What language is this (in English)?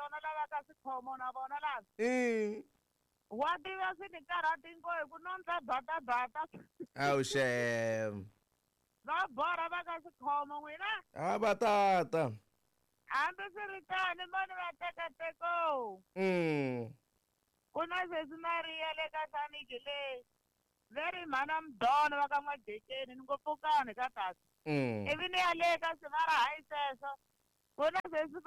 Tsonga